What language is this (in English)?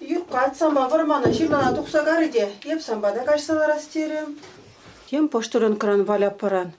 Chuvash